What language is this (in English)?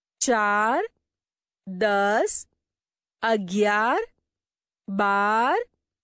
Gujarati